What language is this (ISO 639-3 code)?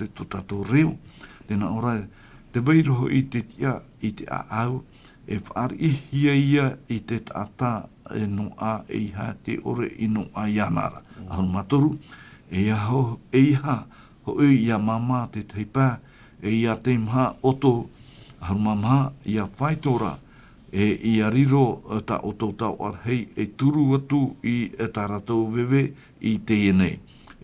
tah